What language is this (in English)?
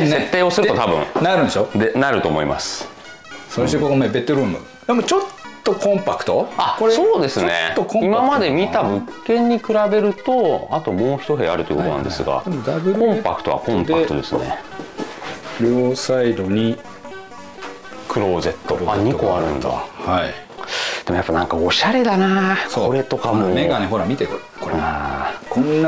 Japanese